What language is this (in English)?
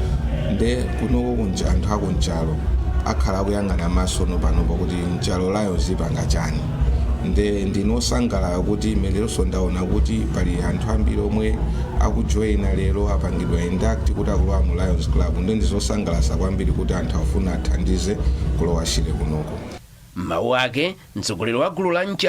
Nyanja